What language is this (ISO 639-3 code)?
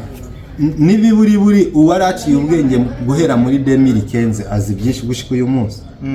run